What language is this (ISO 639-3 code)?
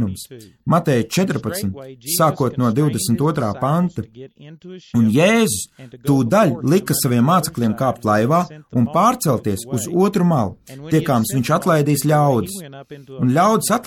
lav